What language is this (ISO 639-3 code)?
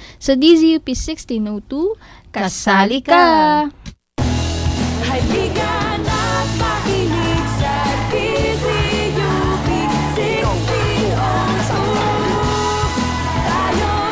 fil